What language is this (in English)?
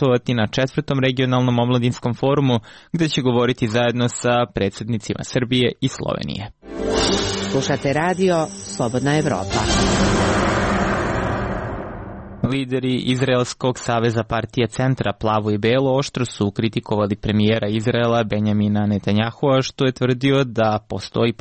Serbian